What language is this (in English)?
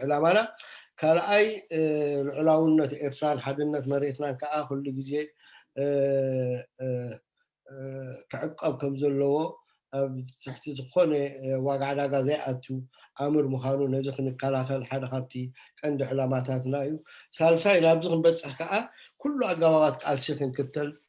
Tigrinya